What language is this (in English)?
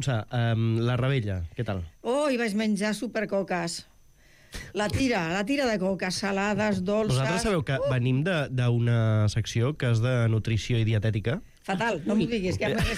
Catalan